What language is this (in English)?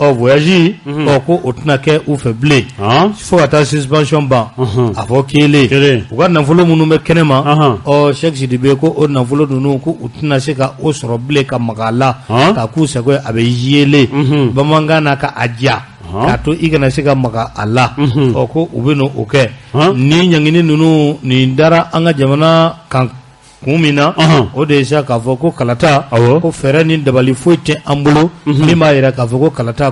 Bambara